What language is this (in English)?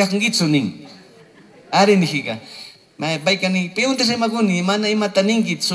Chimborazo Highland Quichua